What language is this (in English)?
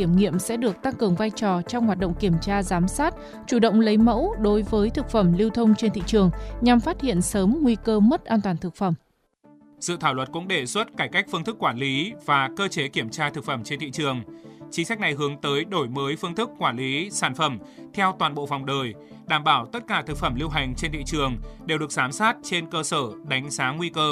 Vietnamese